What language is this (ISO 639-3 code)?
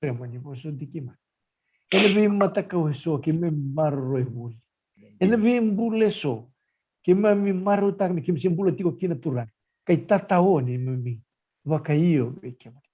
fij